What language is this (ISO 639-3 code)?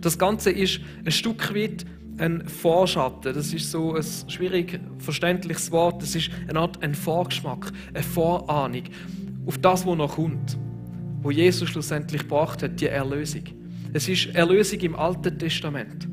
gsw